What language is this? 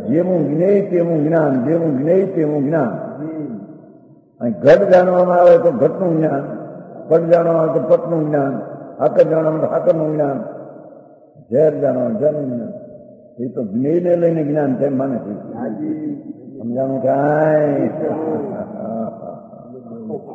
Gujarati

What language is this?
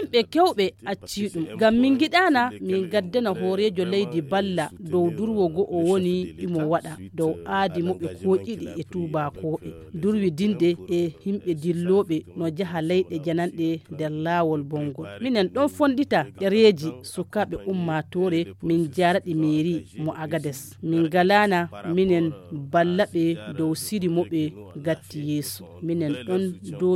Nigerian Fulfulde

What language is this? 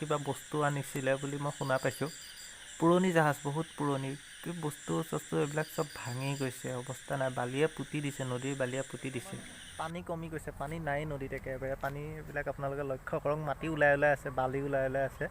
Assamese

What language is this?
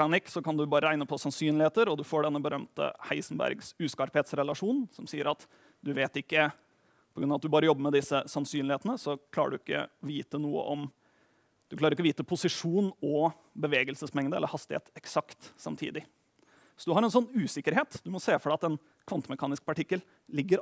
Norwegian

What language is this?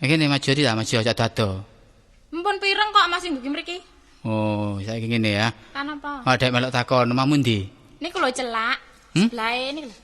Javanese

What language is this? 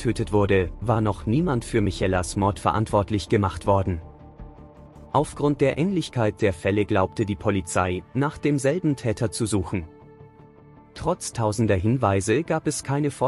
German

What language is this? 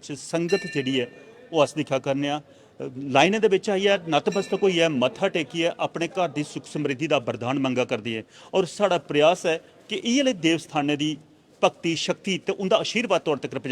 Dogri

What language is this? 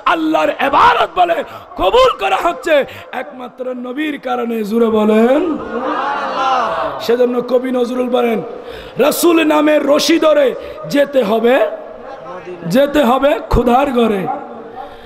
Bangla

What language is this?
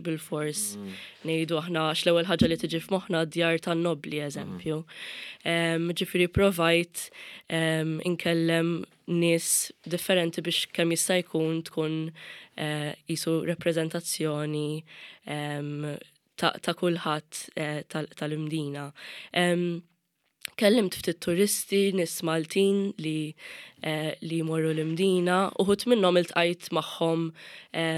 Maltese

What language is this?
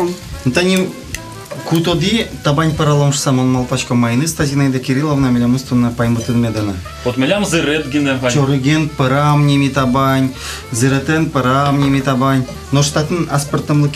Udmurt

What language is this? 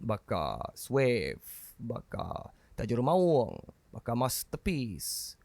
Iban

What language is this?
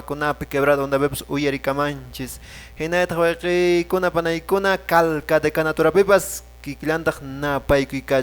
Quechua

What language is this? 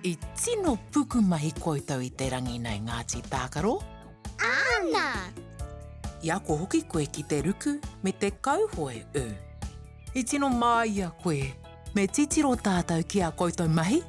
Māori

